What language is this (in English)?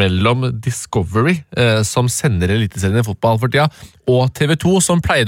Norwegian